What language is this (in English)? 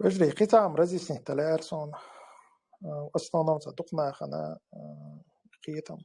Chechen